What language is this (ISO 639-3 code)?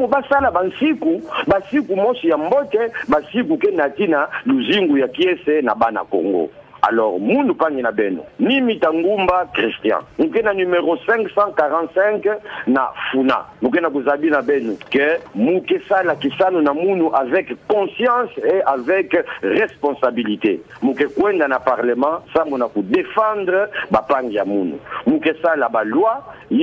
ktu